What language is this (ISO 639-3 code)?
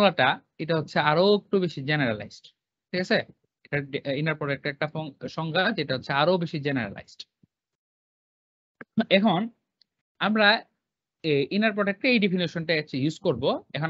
ben